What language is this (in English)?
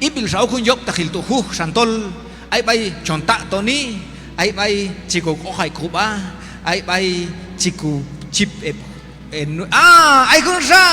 Q'anjob'al